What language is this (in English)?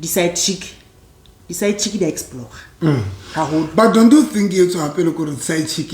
Southern Sotho